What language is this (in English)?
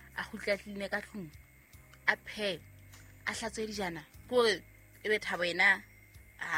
Southern Sotho